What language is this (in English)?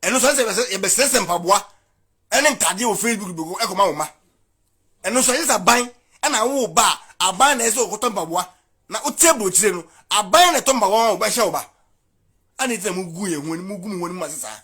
Akan